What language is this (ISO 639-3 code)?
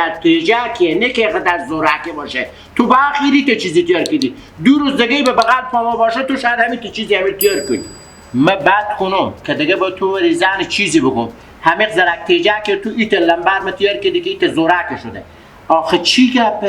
fas